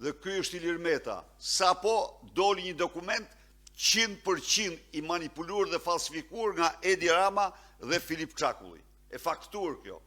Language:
Albanian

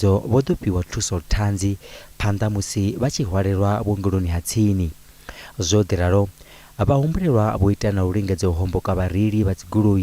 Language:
Venda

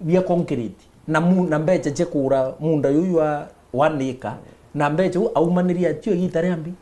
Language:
Meru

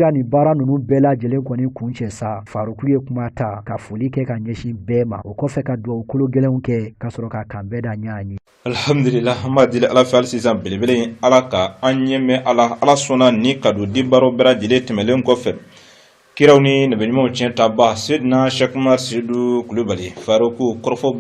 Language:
Bambara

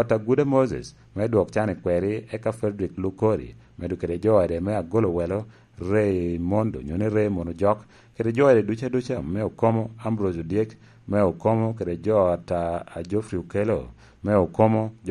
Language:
Lango (Uganda)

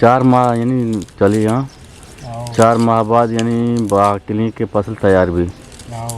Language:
Eastern Balochi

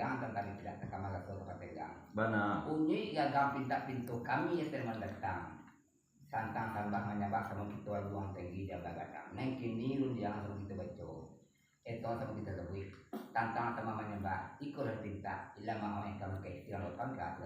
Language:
Minangkabau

